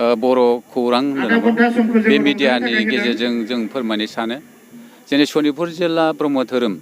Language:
Bodo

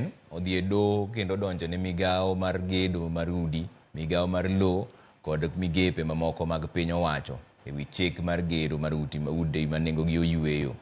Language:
Luo (Kenya and Tanzania)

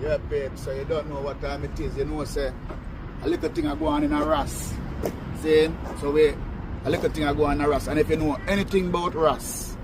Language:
Jamaican Creole English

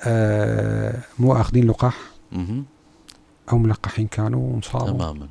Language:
North Levantine Arabic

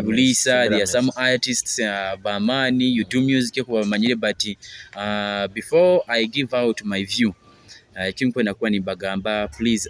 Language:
Nyoro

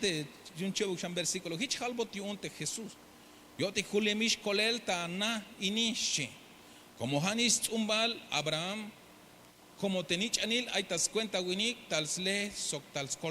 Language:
Tzeltal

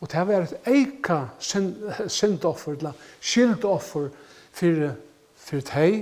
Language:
Faroese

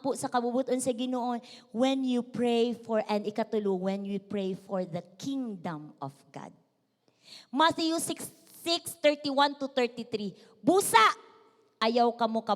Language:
Cebuano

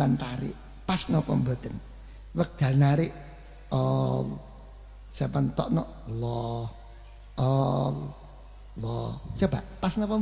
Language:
Javanese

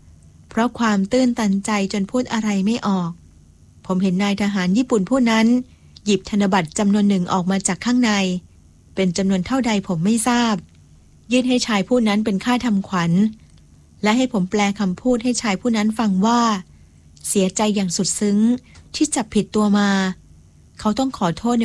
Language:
Thai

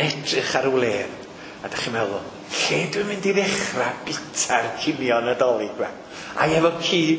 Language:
Welsh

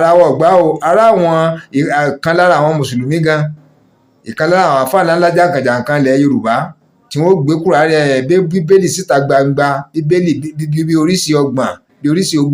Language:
Yoruba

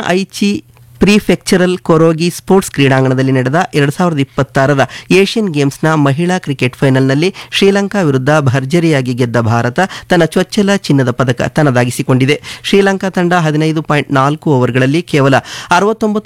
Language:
Kannada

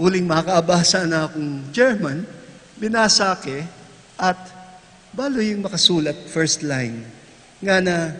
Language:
Pampanga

